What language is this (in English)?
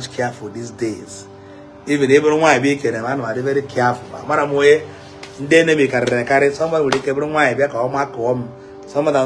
Igbo